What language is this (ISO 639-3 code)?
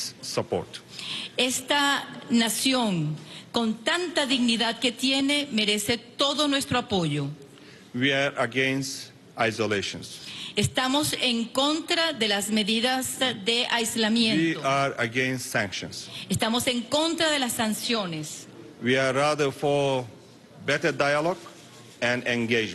spa